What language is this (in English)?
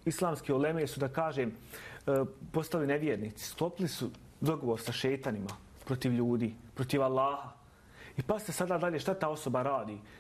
Bosnian